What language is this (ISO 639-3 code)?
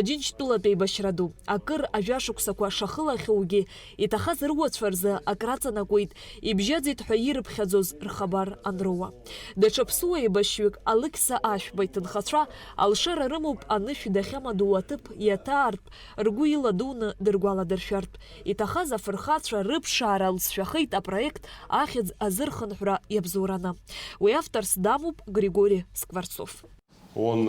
abk